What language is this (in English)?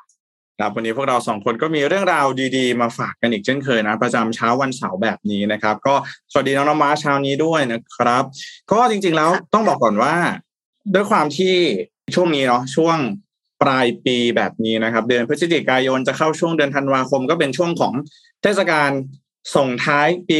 Thai